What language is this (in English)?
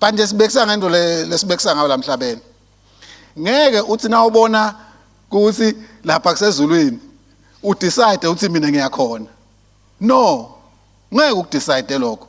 Swati